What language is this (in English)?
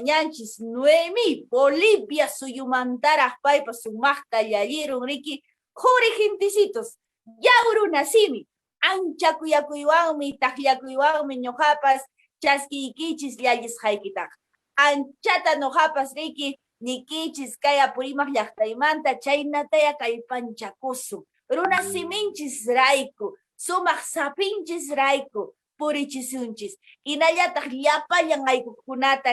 Quechua